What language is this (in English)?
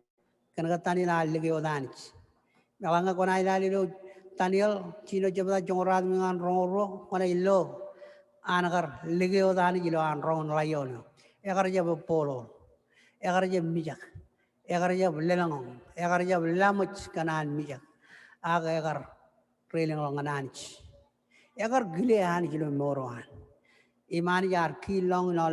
Marshallese